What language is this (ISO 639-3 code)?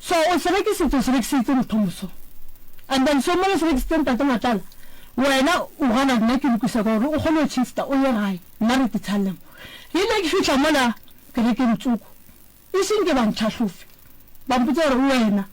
nso